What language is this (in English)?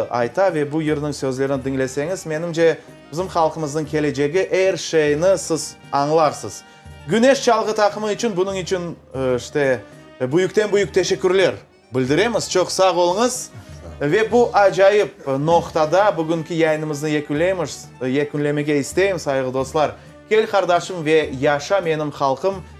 Crimean Tatar